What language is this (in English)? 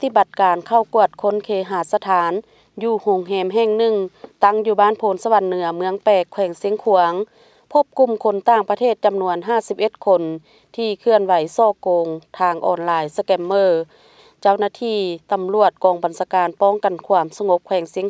Lao